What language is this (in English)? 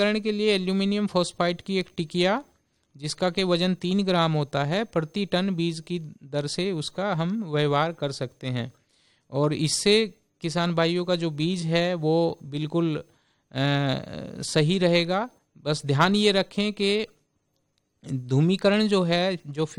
Hindi